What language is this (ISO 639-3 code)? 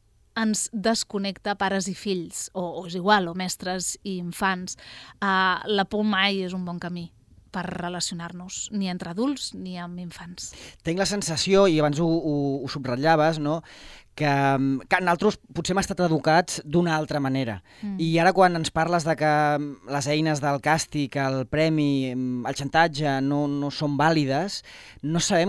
cat